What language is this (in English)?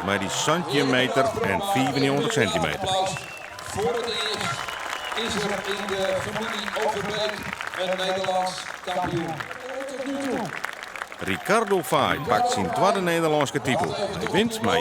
Western Frisian